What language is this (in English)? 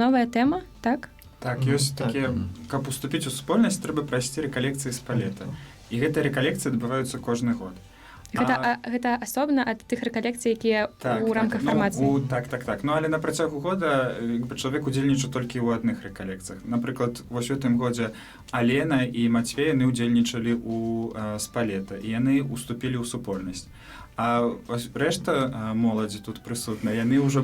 Belarusian